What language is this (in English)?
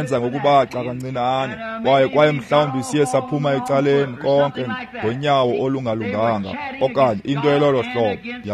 Xhosa